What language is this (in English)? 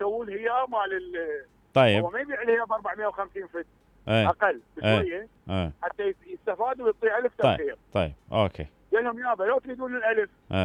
Mesopotamian Arabic